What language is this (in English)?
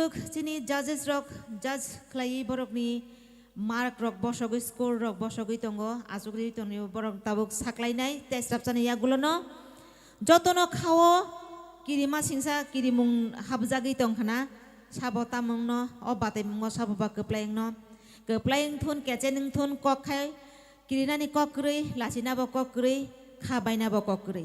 Kok Borok